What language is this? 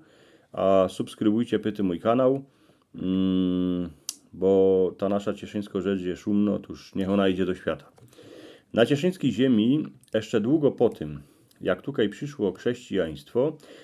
Silesian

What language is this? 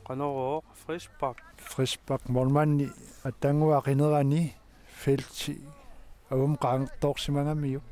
Kalaallisut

